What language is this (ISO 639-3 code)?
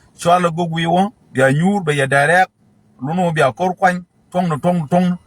nus